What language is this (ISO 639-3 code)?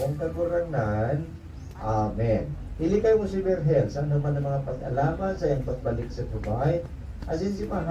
bik